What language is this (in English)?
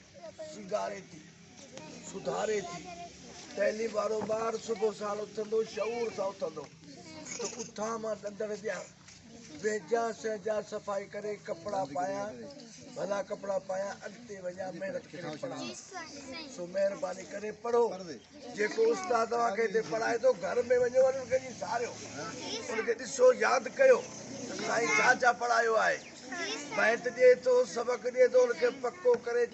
Sindhi